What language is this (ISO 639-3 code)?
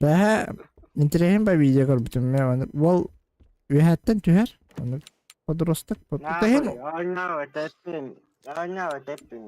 sah